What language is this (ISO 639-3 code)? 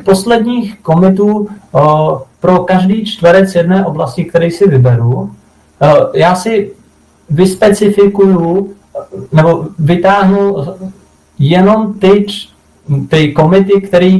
ces